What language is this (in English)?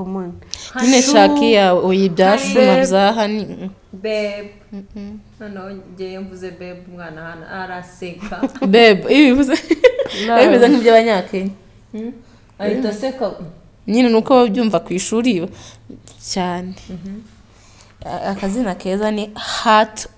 Kinyarwanda